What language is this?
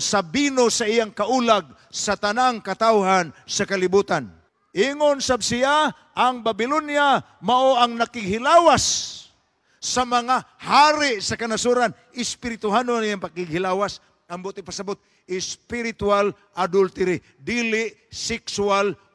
Cebuano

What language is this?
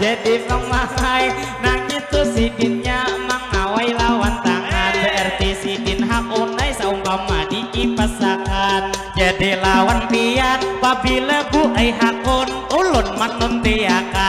Banjar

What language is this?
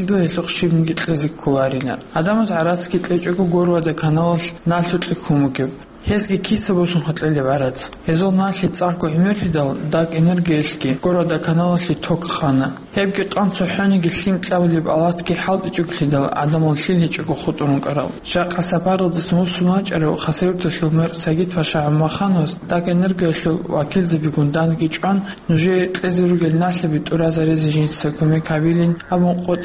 Avaric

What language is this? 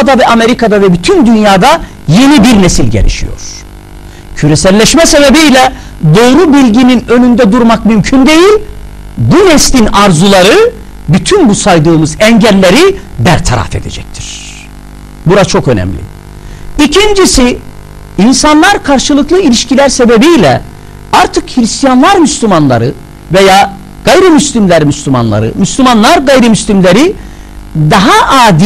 Turkish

